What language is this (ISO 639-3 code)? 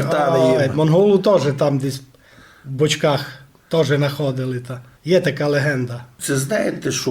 rue